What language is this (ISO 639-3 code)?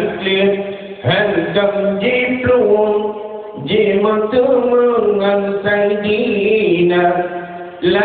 ace